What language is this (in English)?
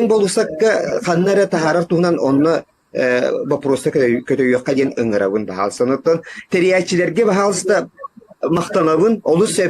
Yakut